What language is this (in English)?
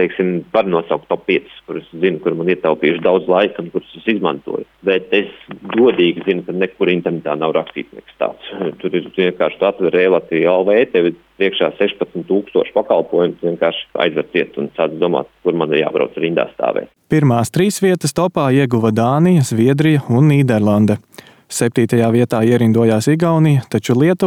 Latvian